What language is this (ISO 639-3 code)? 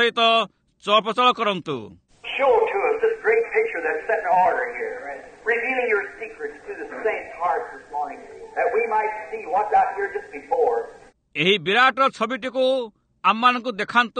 ori